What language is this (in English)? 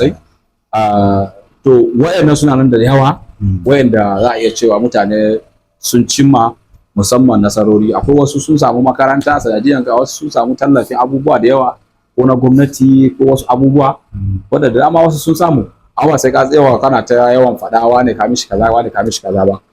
Hausa